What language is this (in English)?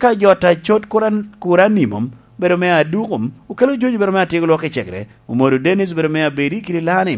Lango (Uganda)